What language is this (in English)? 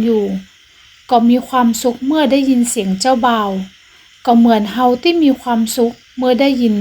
Northern Thai